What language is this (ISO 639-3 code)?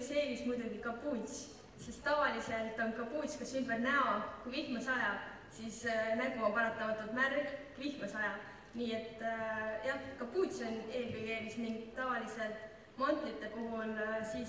est